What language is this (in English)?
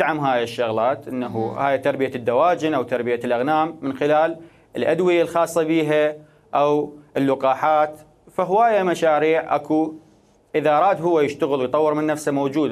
Mesopotamian Arabic